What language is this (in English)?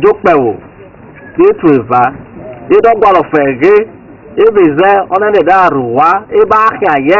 Esan